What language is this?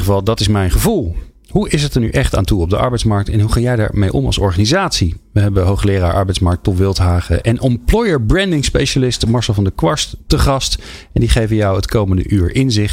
Dutch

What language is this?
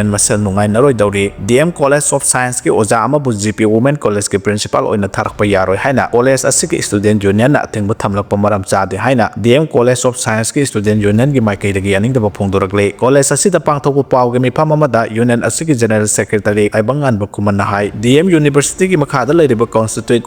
Manipuri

